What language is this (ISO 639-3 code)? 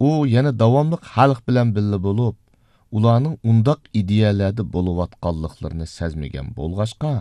uig